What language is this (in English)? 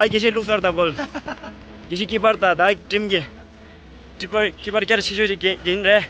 Tibetan